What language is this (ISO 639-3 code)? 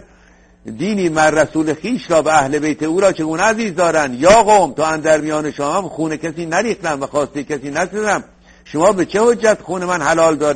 fas